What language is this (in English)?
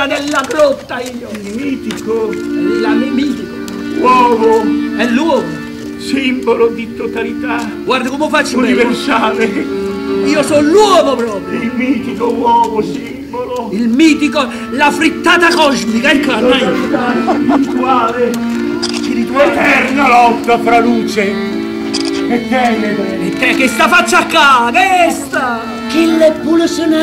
Italian